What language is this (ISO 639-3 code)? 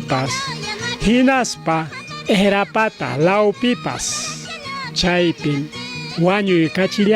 quy